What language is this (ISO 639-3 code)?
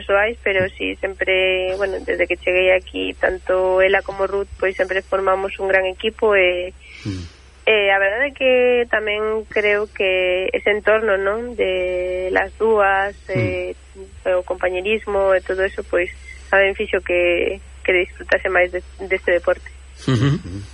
glg